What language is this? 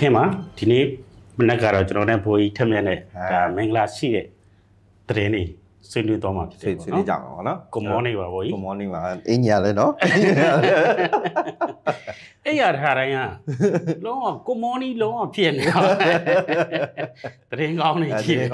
Burmese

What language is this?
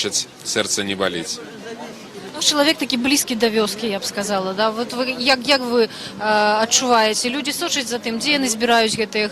Belarusian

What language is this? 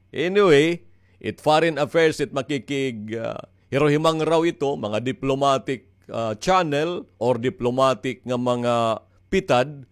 Waray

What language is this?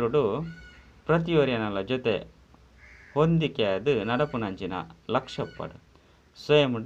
Tulu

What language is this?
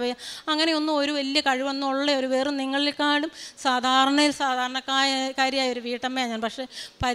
Malayalam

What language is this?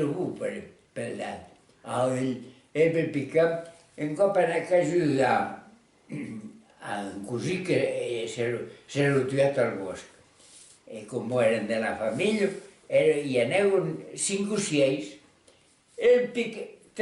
Occitan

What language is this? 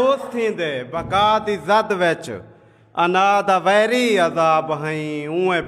Saraiki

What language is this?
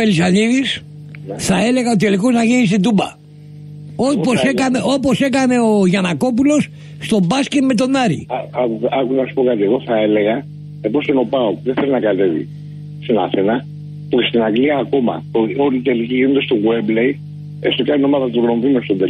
Greek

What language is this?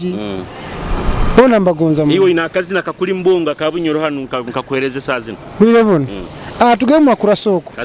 Nyoro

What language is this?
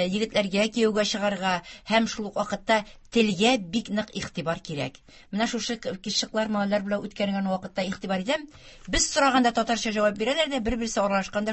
Tatar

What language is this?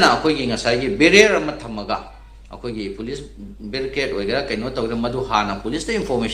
Manipuri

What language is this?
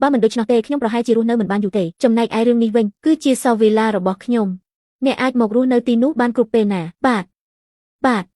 Khmer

